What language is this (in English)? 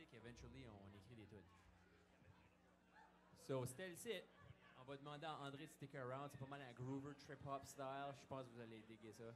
French